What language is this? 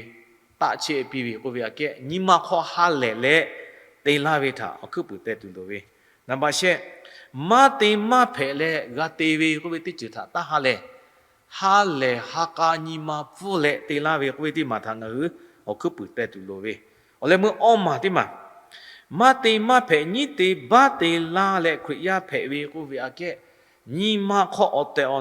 Lahu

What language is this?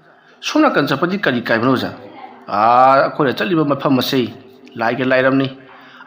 Manipuri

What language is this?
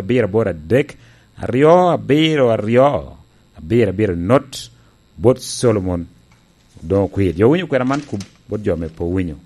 Lango (Uganda)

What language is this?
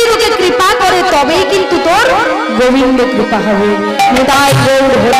Bangla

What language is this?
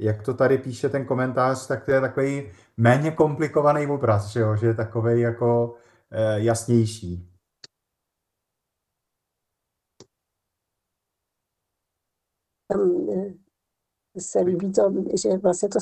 Czech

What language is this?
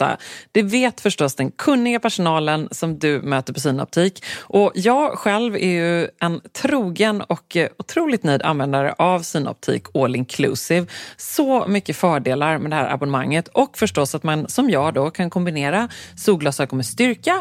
Swedish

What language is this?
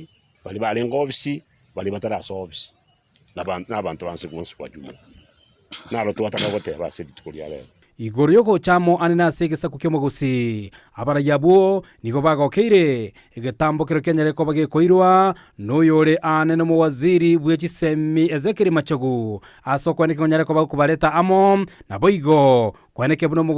Gusii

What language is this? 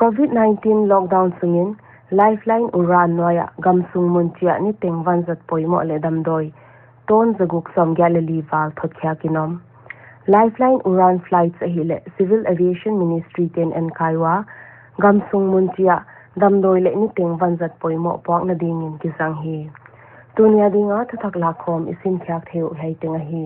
Paite Chin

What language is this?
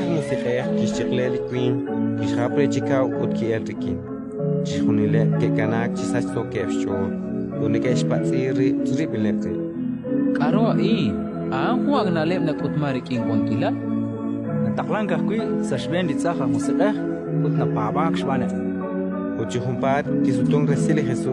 Kekchí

